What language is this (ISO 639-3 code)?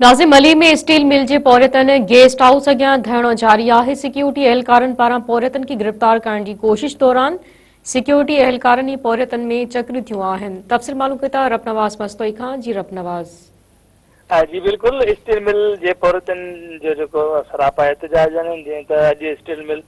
snd